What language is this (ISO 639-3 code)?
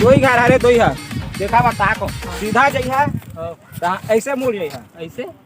hne